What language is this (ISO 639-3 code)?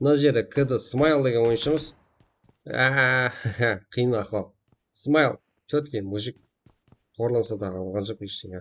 kaa